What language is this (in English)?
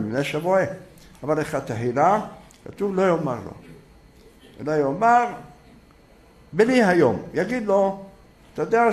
Hebrew